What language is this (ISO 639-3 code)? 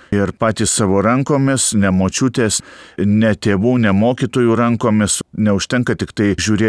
lit